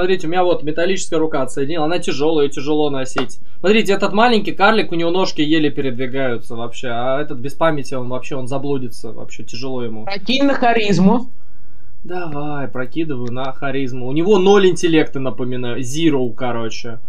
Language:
Russian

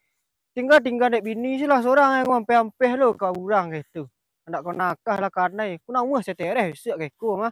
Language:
Minangkabau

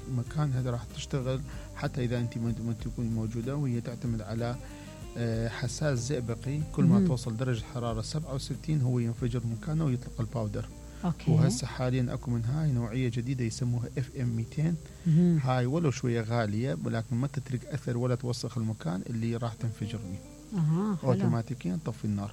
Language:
Mesopotamian Arabic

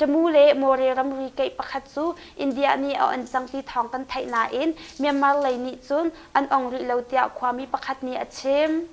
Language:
Hakha Chin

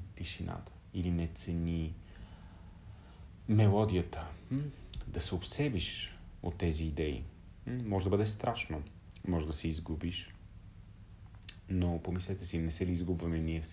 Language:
Bulgarian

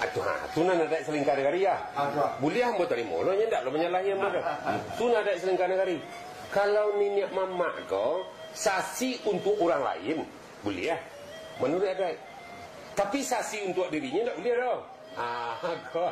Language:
Minangkabau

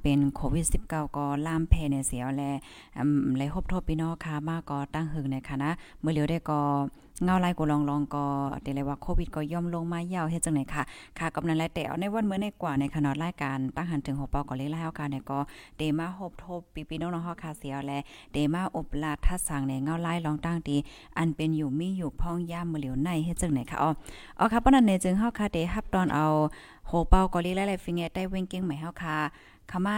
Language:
Thai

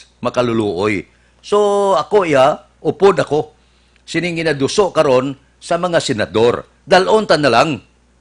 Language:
Hiligaynon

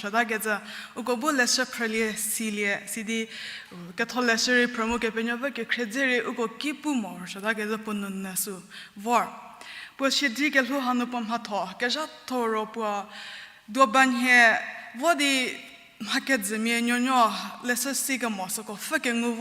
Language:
Angami Naga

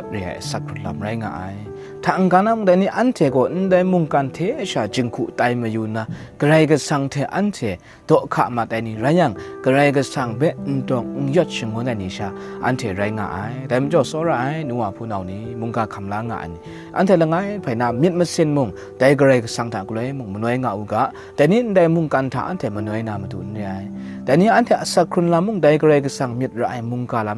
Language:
Kachin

